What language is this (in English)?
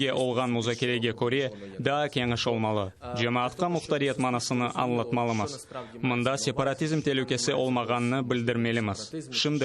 Crimean Tatar